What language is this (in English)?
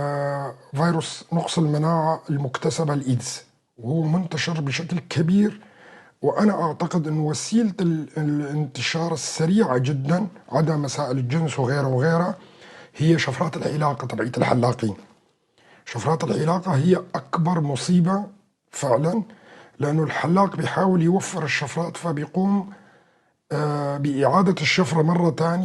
North Levantine Arabic